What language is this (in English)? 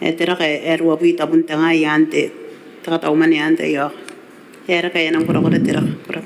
Gilbertese